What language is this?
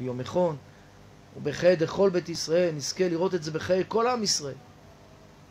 Hebrew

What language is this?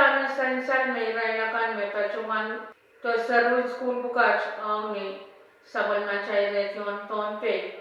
Pohnpeian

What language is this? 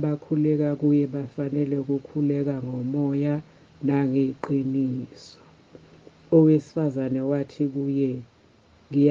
Zulu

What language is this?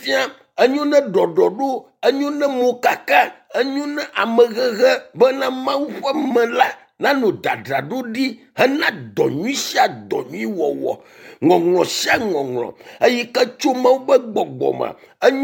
Ewe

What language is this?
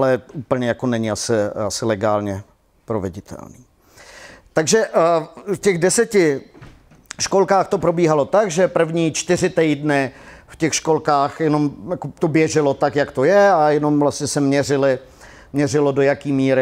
Czech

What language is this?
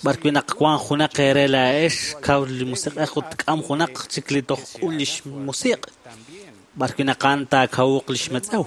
Kekchí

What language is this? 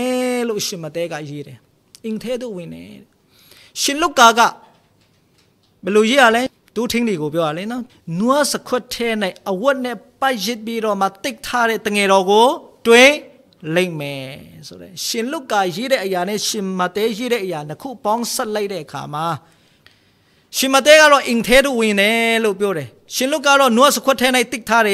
Burmese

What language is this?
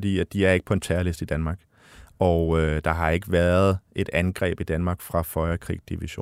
Danish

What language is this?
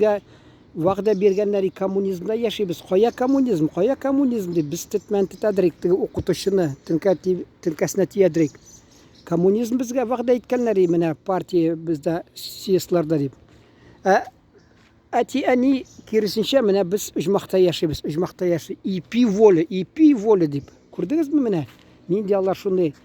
Tatar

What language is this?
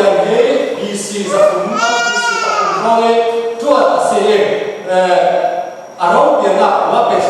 Falam Chin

